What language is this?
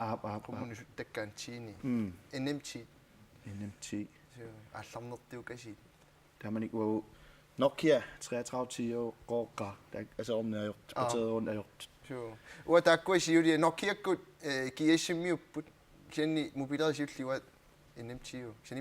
Kalaallisut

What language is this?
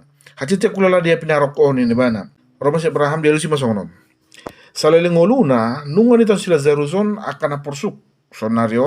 Batak Toba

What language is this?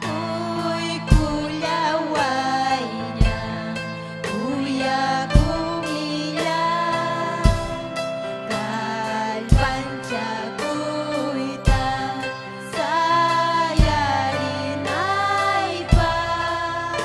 Ayacucho Quechua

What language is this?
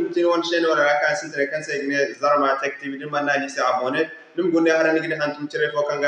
Zarma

